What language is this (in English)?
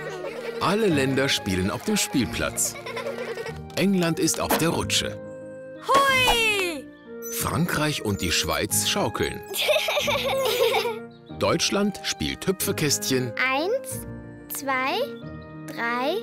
German